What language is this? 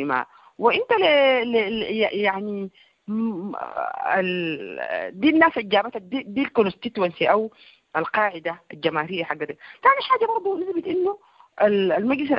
Sudanese Arabic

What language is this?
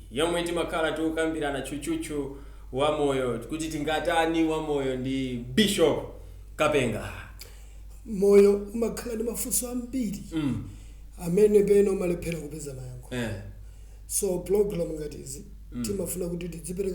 Nyanja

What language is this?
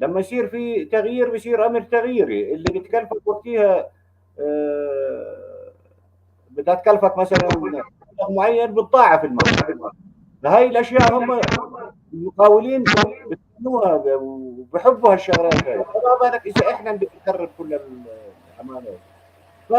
North Levantine Arabic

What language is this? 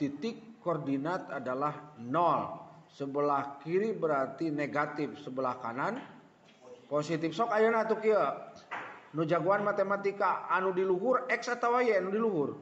Sundanese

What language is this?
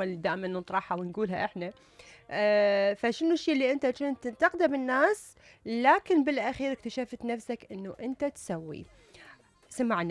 Mesopotamian Arabic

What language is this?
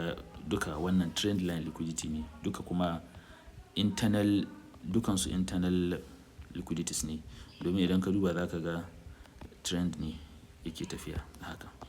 Hausa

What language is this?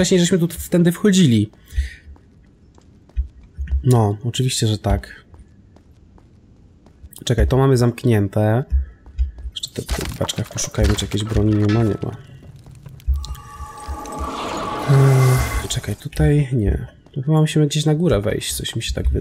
Polish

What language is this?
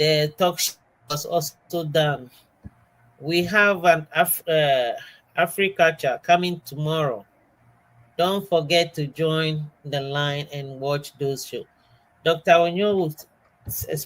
Ewe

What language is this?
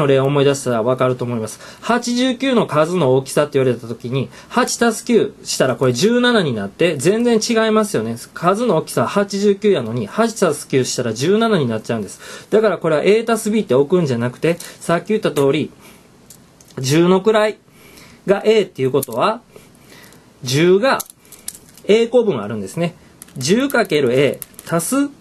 Japanese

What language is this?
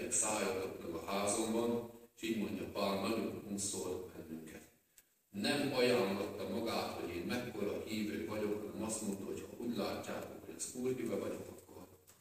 Hungarian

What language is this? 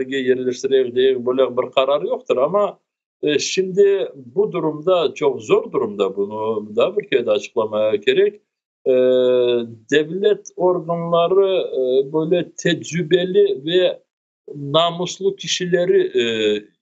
Crimean Tatar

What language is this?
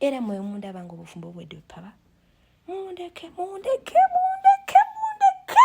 Ganda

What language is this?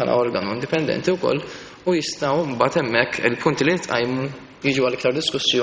Maltese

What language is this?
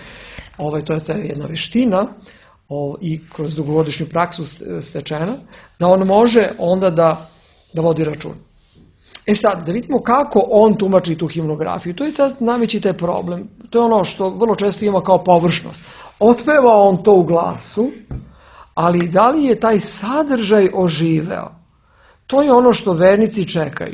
Serbian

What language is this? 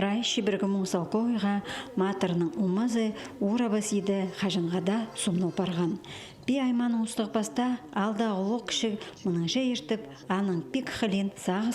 Khakas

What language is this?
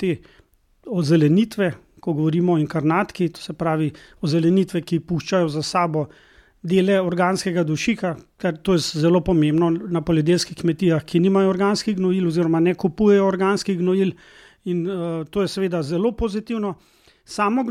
Slovenian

